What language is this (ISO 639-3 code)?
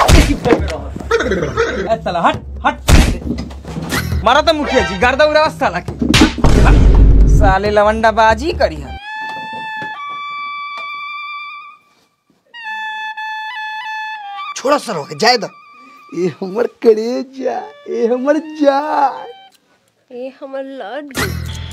bho